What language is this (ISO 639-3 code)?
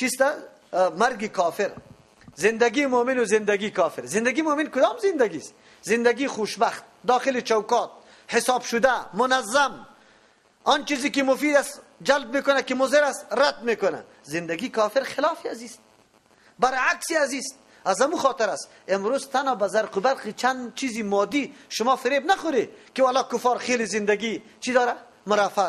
fas